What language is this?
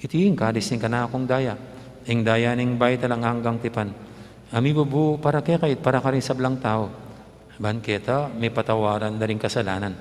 Pampanga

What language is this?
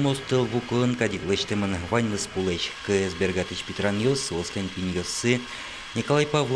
Udmurt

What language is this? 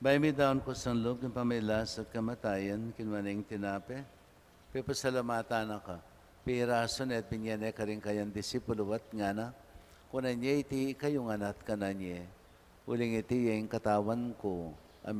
Pampanga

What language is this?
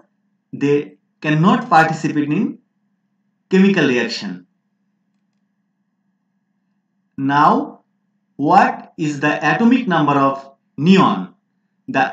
English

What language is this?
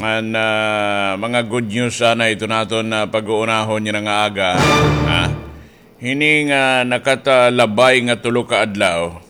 Waray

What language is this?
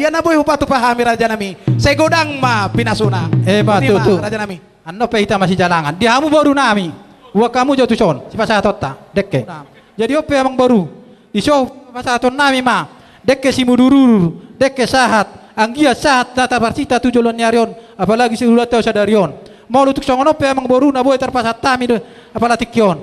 Batak Toba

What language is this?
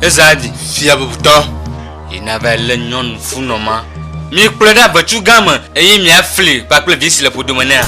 Ewe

